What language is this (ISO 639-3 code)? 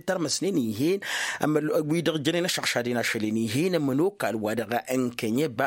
taq